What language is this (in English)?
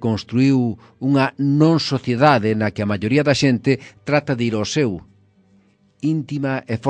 Galician